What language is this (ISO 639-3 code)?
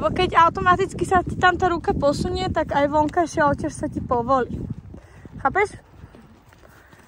slk